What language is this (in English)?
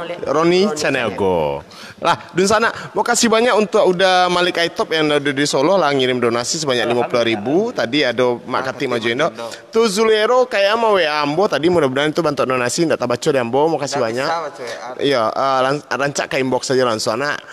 Minangkabau